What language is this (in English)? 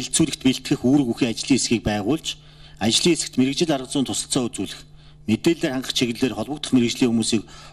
Mongolian